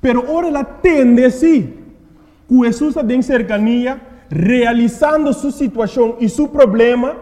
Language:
Papiamento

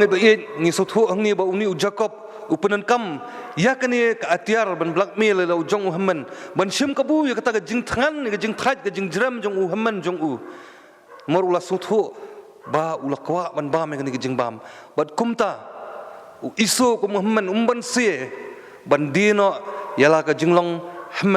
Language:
Khasi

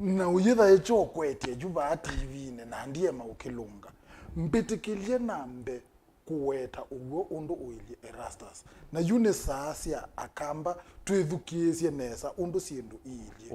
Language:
Kamba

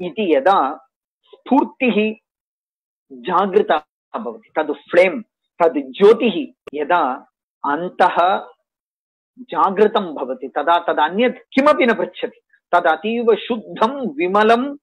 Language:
Sanskrit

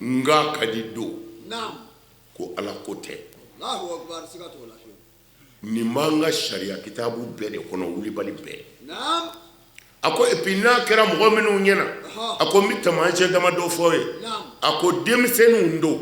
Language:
Bambara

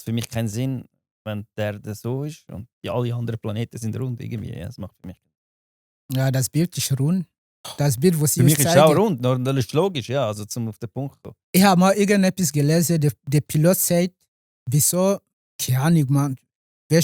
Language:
Swiss German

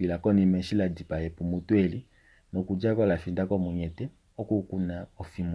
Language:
Kuanyama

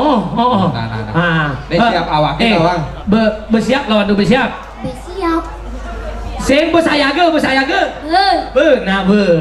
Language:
Balinese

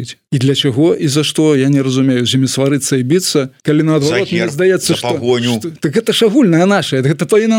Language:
Belarusian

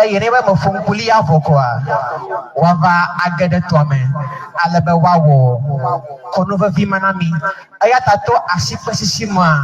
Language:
Ewe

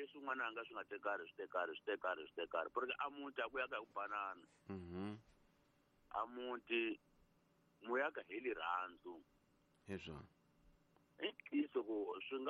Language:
Tsonga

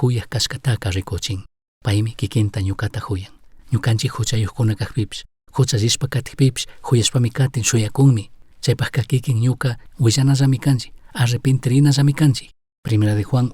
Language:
Chimborazo Highland Quichua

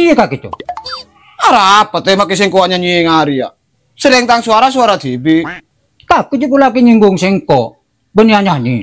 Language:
Madurese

